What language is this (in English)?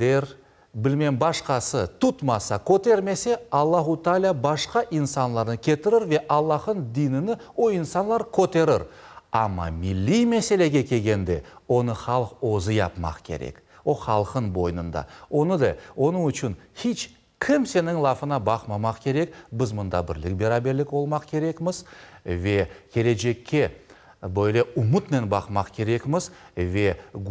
Crimean Tatar